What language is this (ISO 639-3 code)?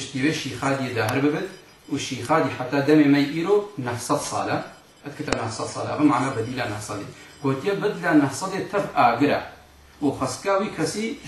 kur